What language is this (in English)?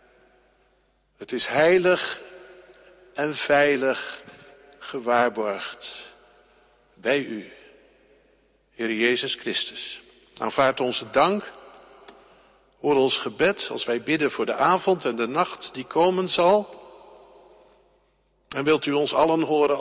Dutch